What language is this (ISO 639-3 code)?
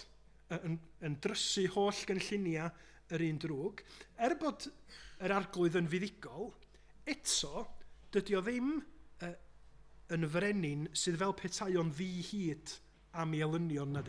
cym